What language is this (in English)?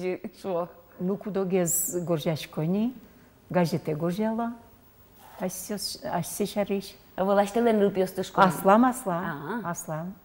Udmurt